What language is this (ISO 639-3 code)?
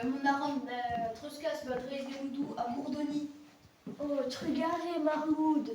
bre